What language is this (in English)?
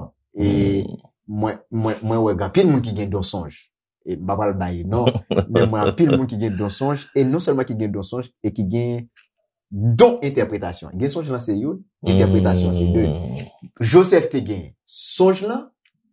Haitian Creole